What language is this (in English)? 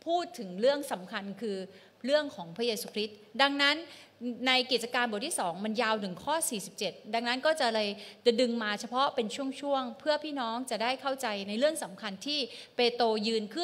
Thai